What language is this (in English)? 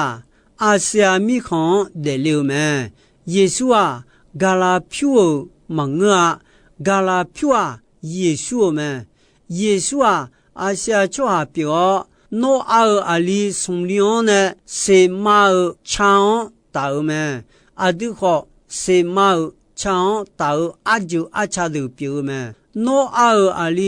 Akha